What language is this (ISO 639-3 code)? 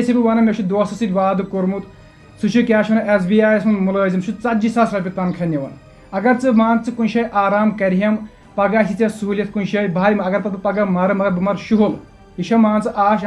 kas